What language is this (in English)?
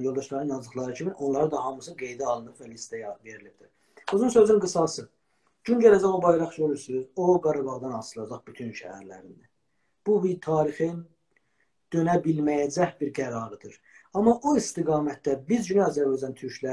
South Azerbaijani